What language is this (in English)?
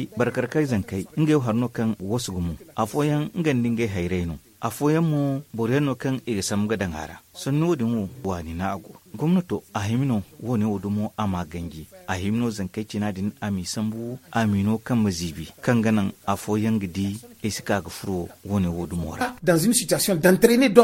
Zarma